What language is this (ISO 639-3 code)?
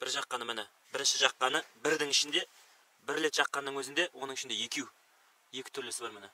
kaz